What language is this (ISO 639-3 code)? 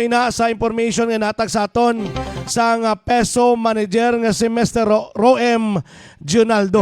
hil